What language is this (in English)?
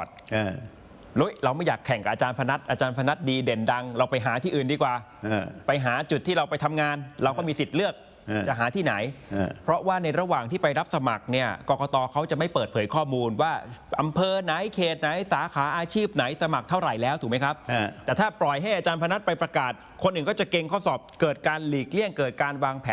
Thai